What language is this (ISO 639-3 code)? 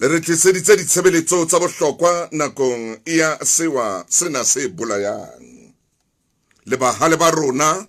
sot